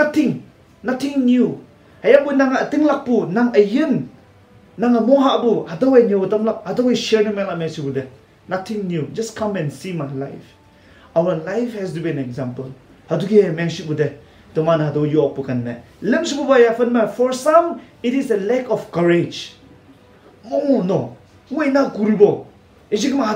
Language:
Konyak Naga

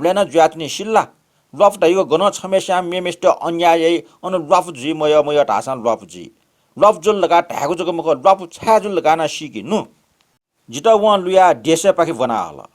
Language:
Newari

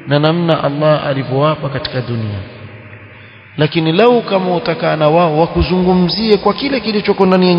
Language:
Swahili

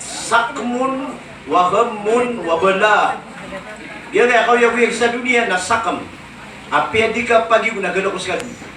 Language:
Maranao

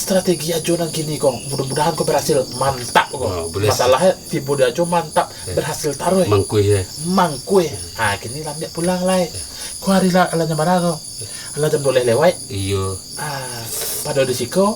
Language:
Minangkabau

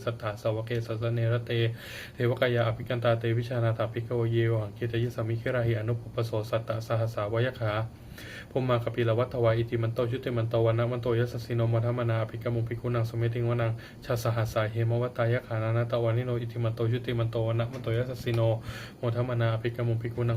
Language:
Pali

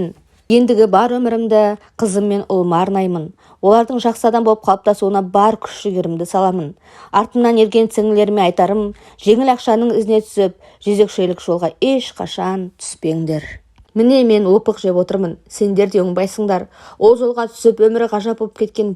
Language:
Kazakh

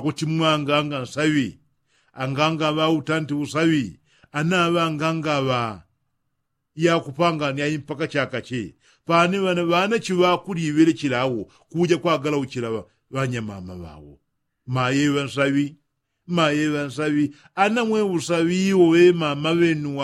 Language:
Yao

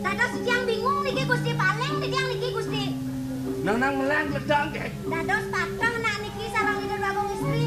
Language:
Balinese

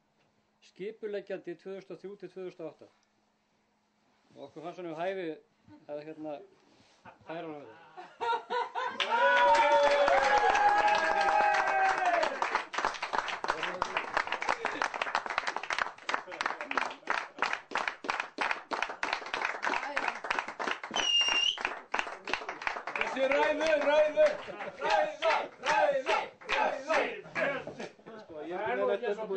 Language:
Icelandic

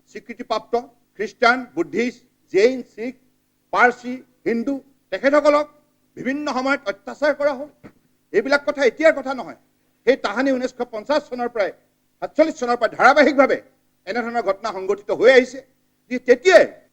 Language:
Assamese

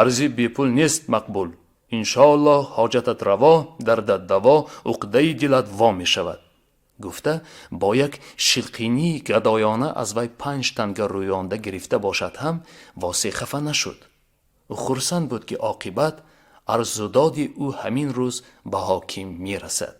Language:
Tajik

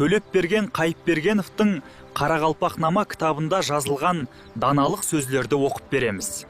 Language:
Kara-Kalpak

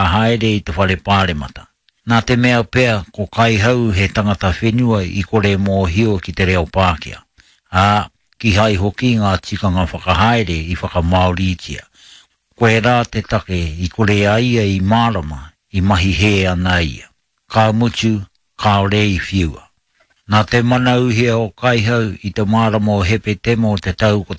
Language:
Māori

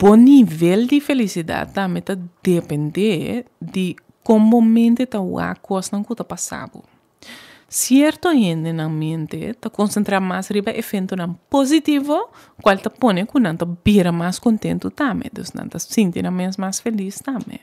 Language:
Papiamento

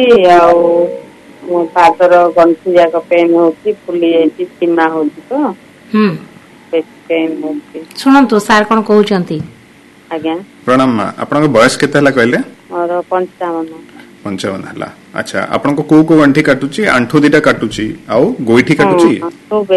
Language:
Odia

